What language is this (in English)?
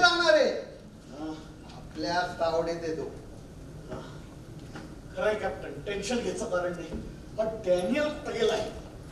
Marathi